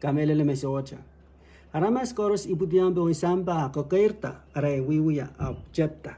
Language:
Pohnpeian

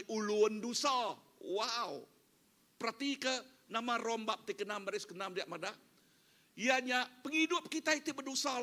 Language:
Iban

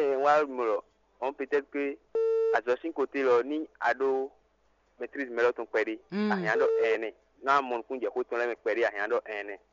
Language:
Fon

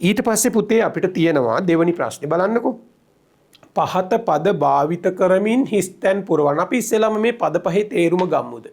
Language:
Sinhala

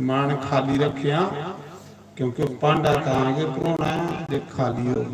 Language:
Dogri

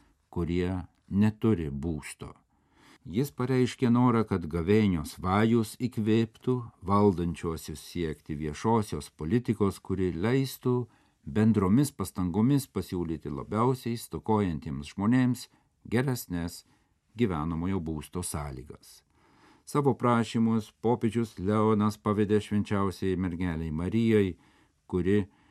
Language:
Lithuanian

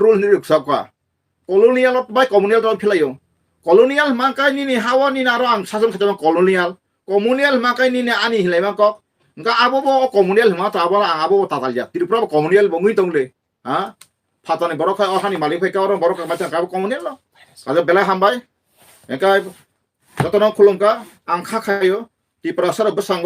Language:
Kok Borok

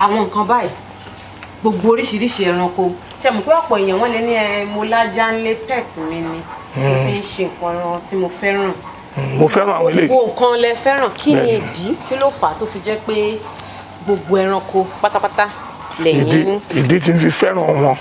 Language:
Yoruba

